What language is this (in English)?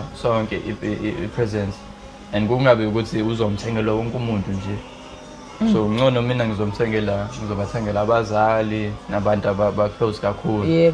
Zulu